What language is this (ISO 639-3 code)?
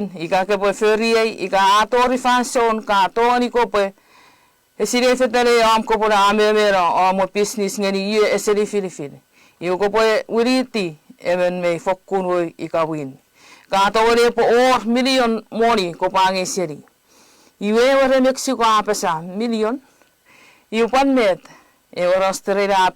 chk